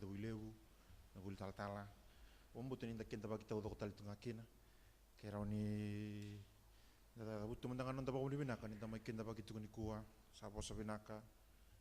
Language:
Fijian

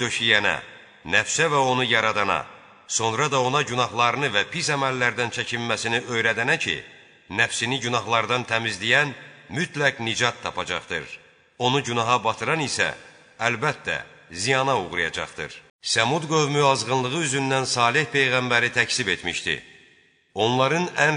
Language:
Azerbaijani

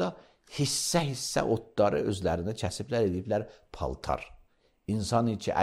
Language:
Azerbaijani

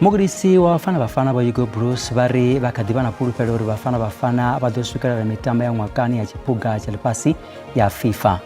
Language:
Venda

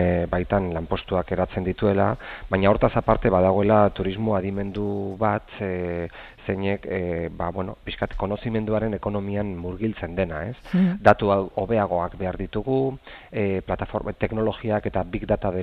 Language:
Basque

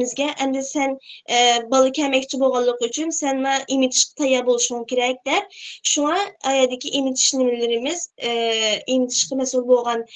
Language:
Uyghur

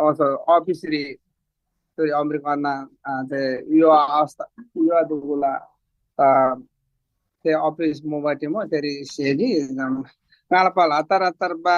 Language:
Eastern Tamang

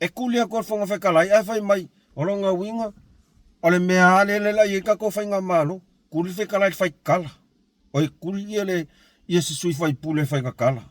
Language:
Samoan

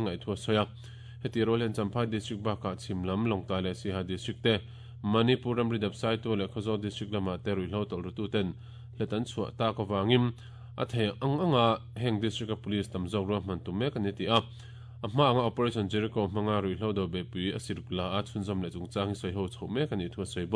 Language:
Mizo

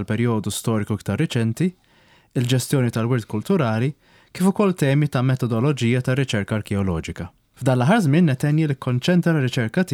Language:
Maltese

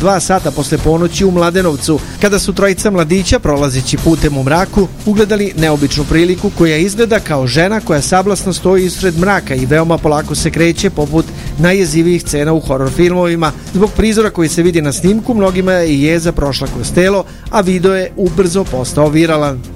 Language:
Serbian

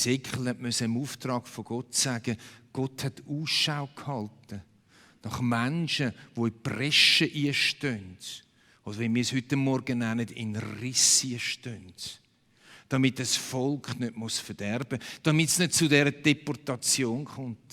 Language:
Swiss German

